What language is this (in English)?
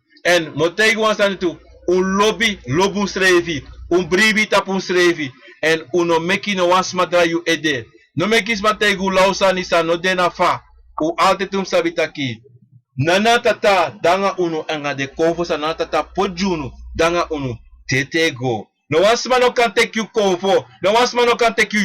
Sranan Tongo